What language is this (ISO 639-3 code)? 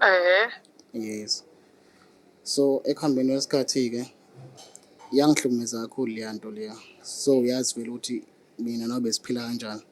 zul